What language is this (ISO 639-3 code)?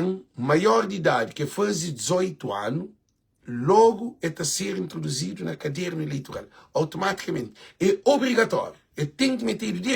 kea